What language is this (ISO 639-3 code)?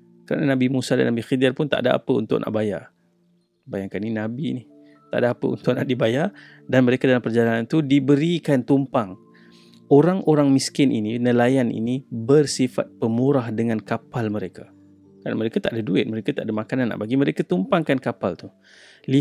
msa